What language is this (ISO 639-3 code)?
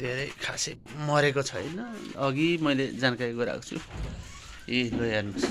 nep